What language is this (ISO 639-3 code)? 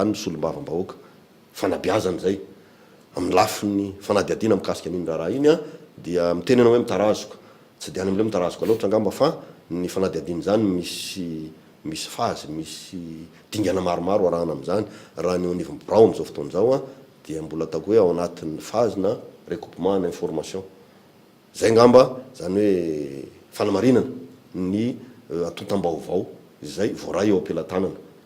mlg